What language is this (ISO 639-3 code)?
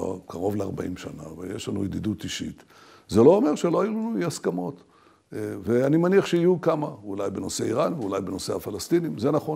heb